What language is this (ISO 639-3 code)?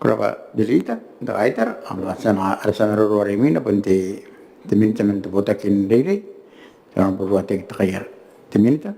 gil